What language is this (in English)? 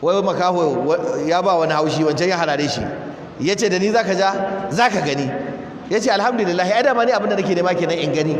Hausa